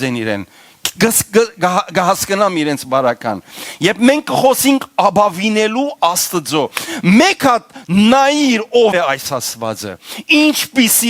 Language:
Western Armenian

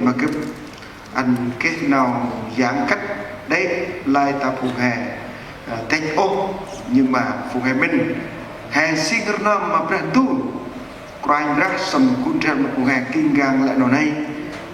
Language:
Central Mnong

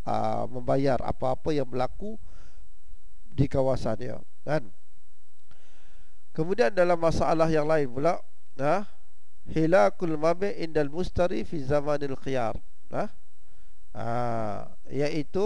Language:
Malay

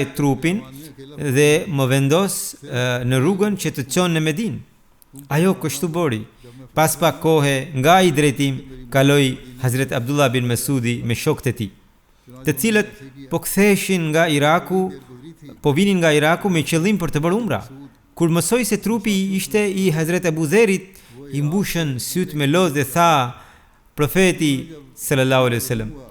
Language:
Albanian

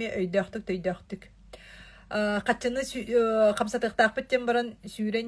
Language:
Yakut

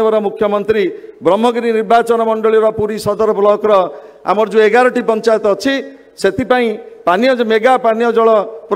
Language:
Odia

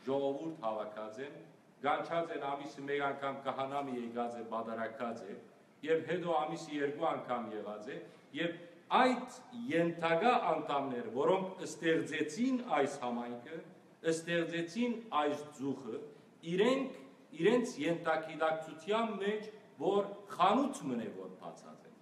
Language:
Western Armenian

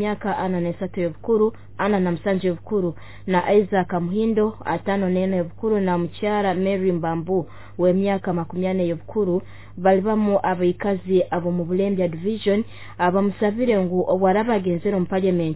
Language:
Nyoro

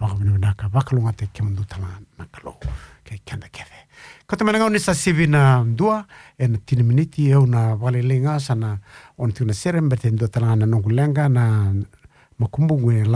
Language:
Fijian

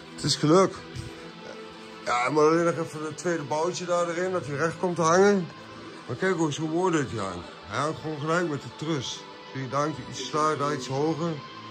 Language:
Dutch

